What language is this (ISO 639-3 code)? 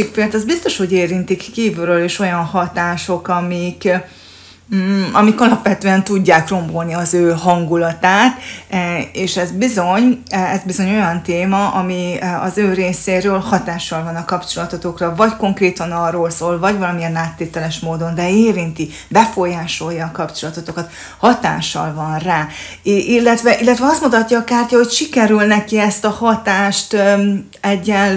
hun